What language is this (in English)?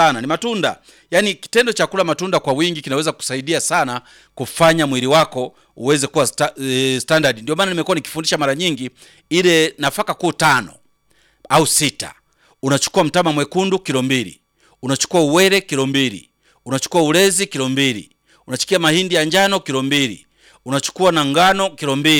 Swahili